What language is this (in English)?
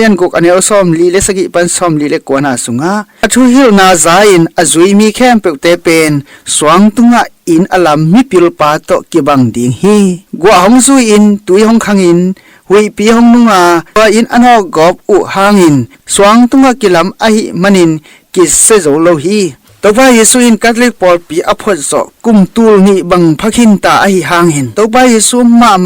Tedim Chin